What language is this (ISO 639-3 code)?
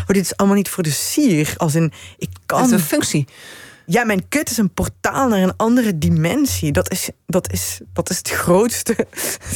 nld